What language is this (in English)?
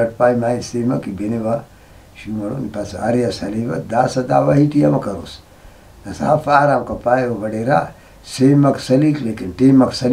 Brahui